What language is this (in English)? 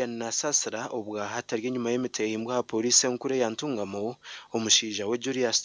Nyankole